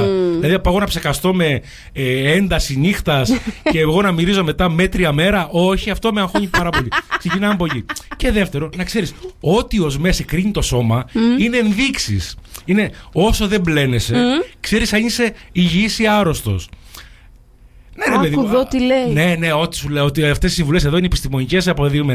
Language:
Greek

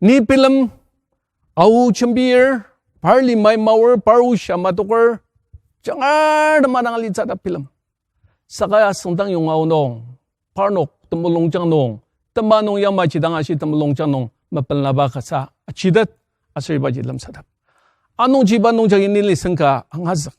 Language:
Ao Naga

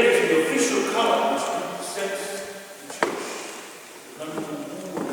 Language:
Samoan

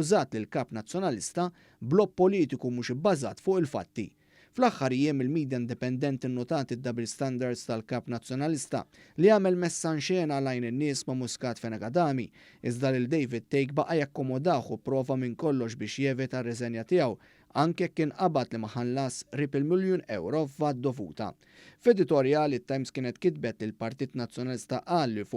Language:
Maltese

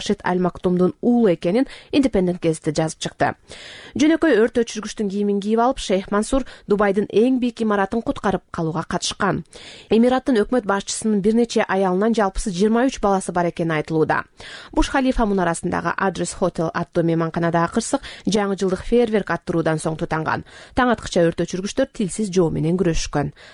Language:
Kyrgyz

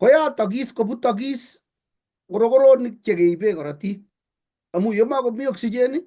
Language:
Kalenjin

